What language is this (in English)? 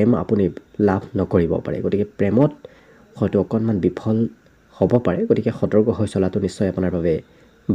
Assamese